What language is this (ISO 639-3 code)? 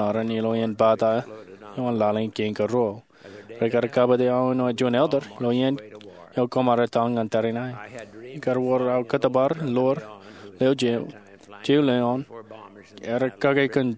mah